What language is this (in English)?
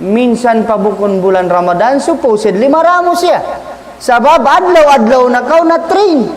Tausug